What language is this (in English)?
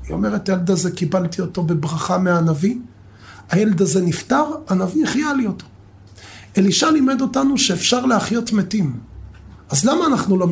Hebrew